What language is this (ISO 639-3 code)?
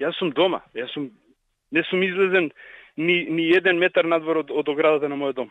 mkd